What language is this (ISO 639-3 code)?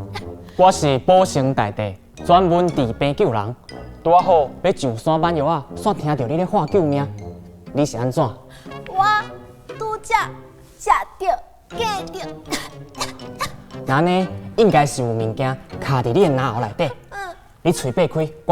nan